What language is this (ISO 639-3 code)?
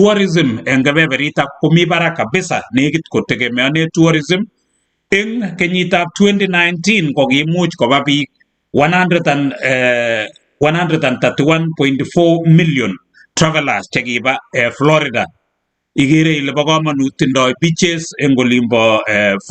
kln